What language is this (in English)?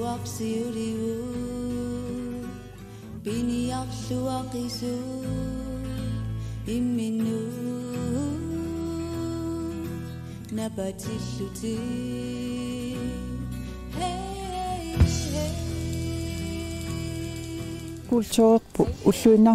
Kalaallisut